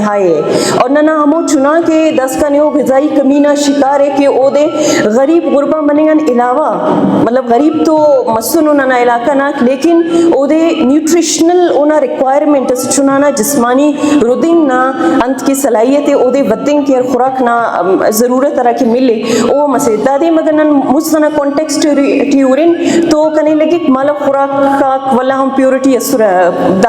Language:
Brahui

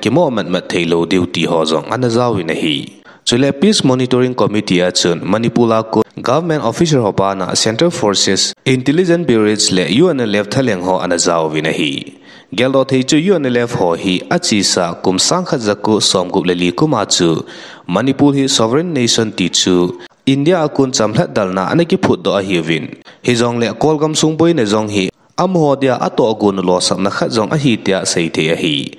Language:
Thado Chin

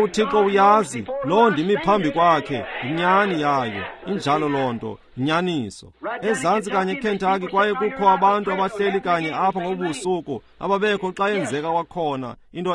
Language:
Xhosa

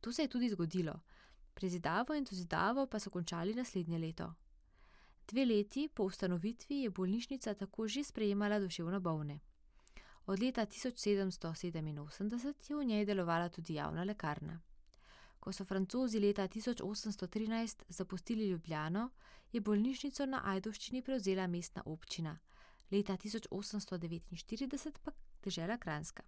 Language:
Slovenian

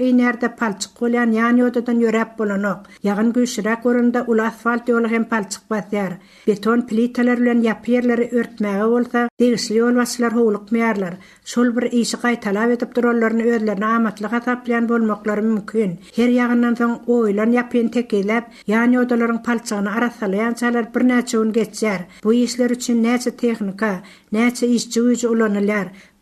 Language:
Turkmen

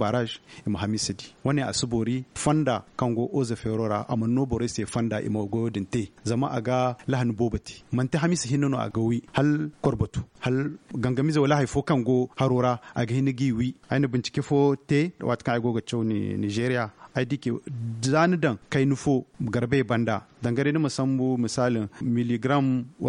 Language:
Zarma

